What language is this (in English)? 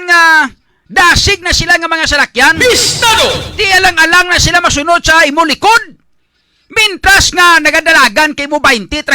Hiligaynon